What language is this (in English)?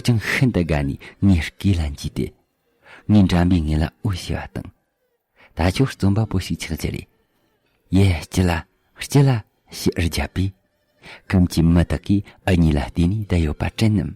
Tibetan